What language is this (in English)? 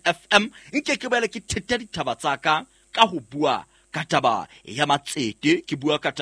Southern Sotho